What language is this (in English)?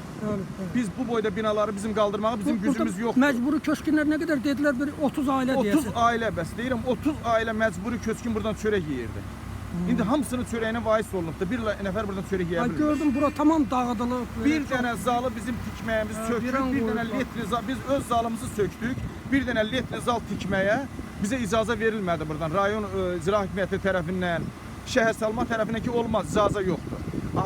Azerbaijani